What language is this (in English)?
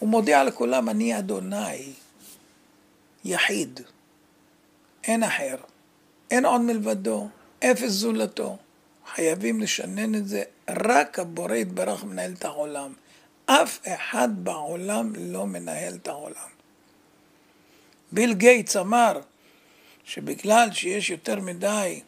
Hebrew